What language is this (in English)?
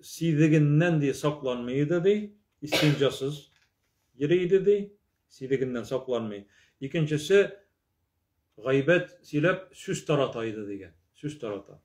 Tatar